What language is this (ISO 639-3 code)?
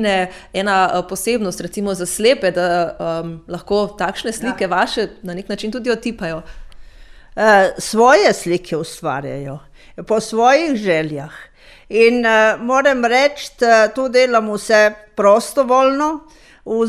slv